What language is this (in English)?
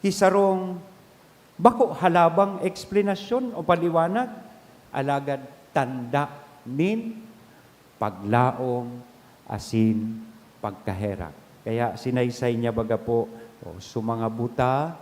Bikol